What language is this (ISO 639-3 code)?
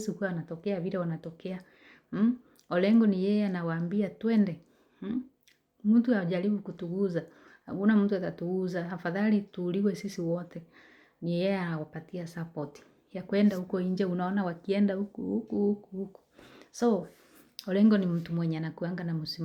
swa